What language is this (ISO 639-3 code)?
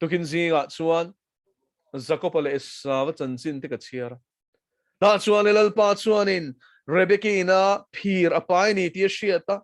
lus